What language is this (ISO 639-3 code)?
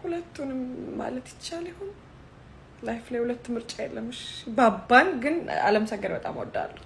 amh